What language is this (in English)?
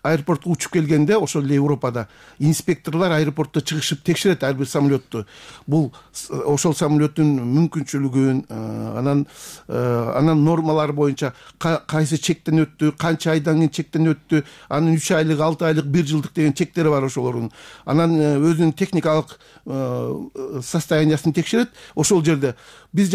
Kyrgyz